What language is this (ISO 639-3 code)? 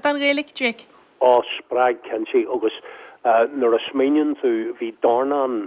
gle